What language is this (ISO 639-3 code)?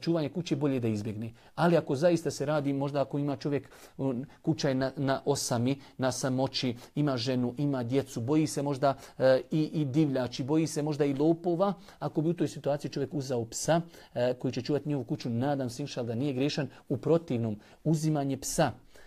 bos